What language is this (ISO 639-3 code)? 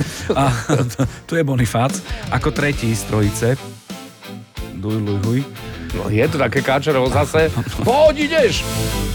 slk